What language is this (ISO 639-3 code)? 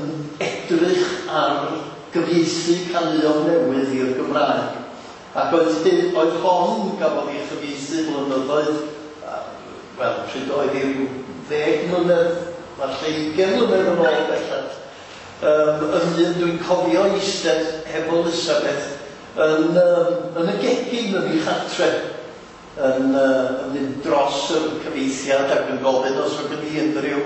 cym